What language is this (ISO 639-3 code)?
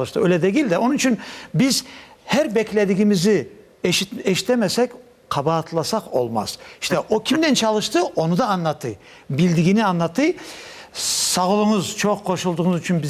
crh